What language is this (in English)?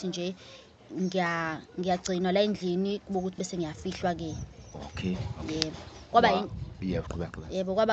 Zulu